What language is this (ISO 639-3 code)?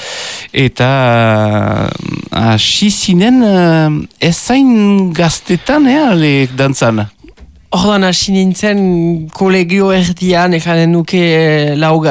eus